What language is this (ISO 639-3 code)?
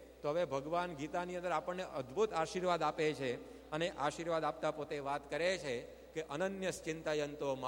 guj